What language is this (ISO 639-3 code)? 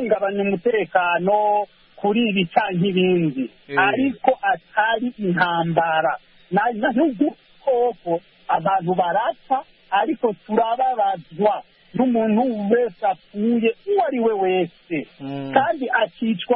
kin